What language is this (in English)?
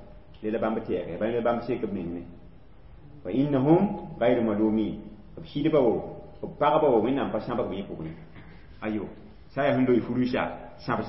Mossi